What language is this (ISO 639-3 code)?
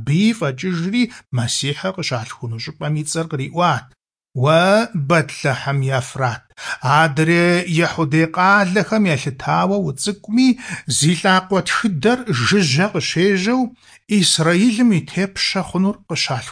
kbd